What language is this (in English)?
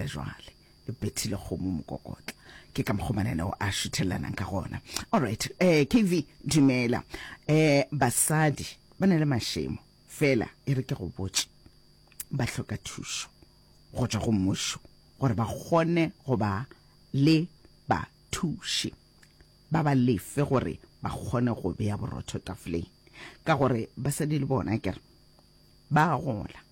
Northern Sotho